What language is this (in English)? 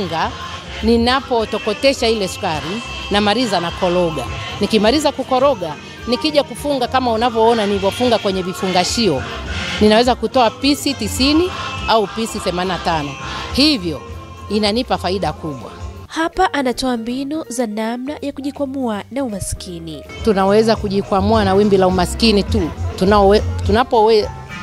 Swahili